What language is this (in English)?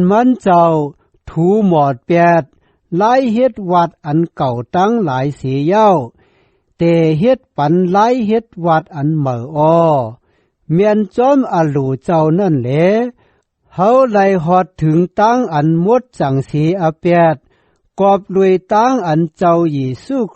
Shan